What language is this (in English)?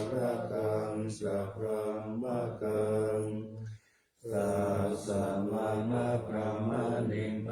Pali